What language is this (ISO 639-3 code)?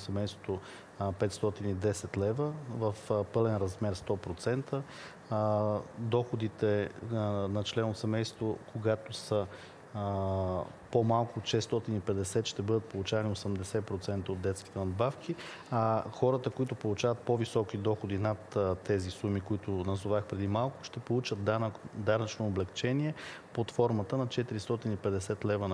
bul